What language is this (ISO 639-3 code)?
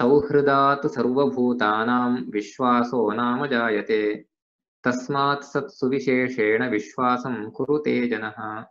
san